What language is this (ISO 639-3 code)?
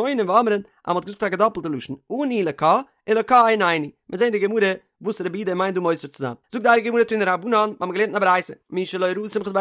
yid